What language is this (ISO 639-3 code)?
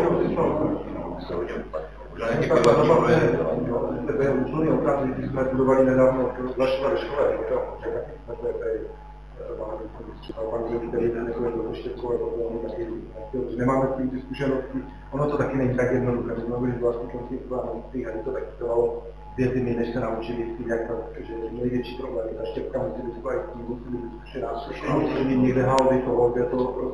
ces